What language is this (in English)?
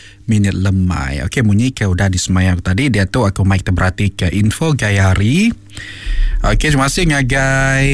Iban